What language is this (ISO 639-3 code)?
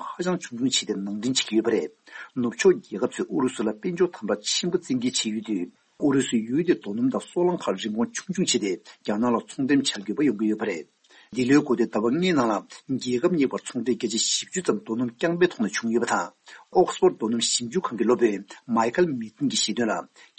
bod